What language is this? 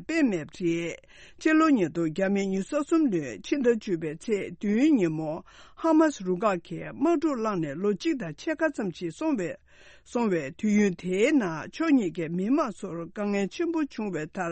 Tibetan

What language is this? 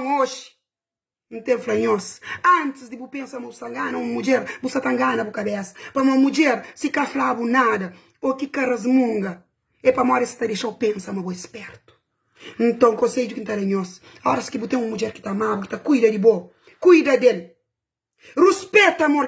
Kabuverdianu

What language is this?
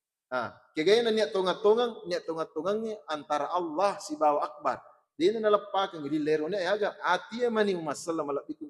Buginese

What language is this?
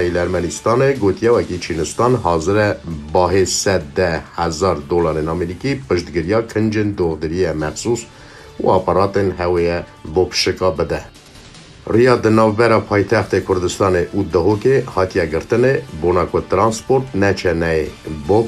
Kurdish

